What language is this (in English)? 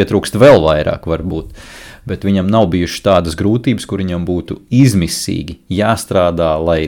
Latvian